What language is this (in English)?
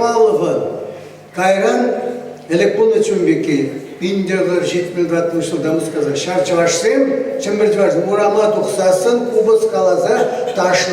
Chuvash